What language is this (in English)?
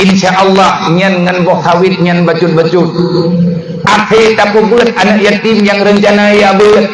Achinese